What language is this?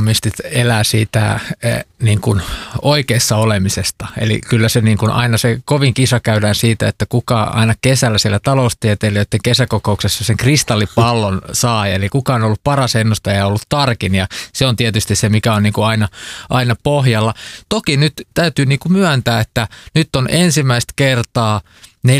Finnish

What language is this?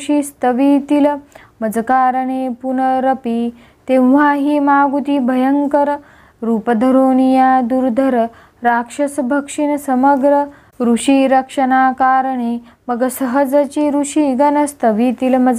Marathi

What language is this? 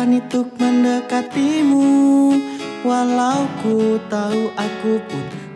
Indonesian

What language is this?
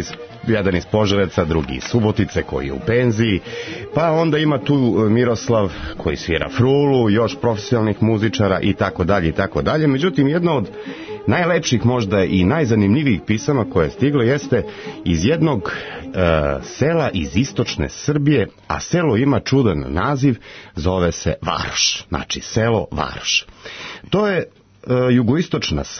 Serbian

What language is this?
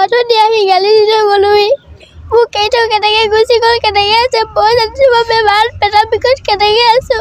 Assamese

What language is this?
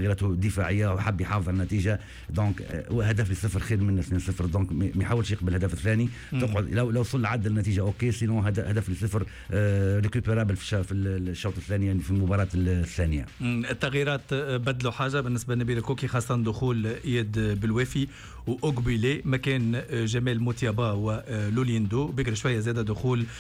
Tunisian Arabic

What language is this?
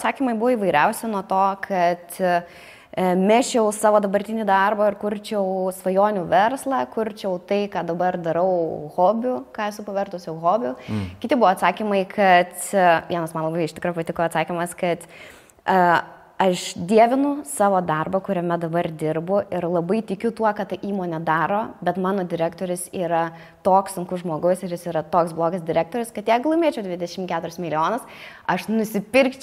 Lithuanian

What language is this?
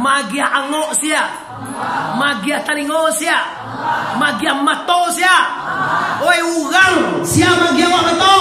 Minangkabau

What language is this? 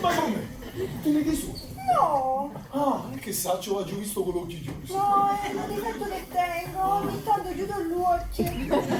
Neapolitan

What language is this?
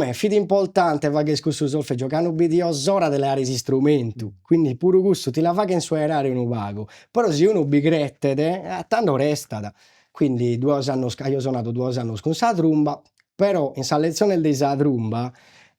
Sardinian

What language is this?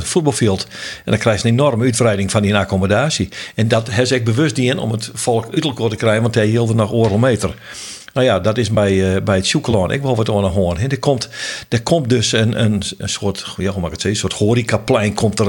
Western Frisian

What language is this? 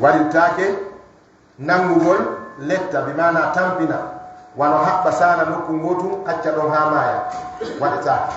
Fula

